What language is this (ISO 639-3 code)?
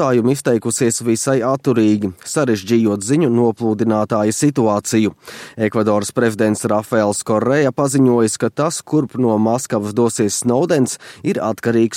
lav